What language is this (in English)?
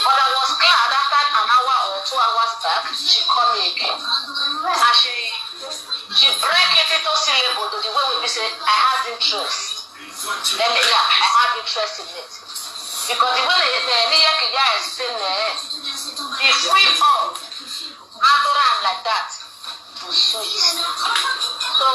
Nigerian Pidgin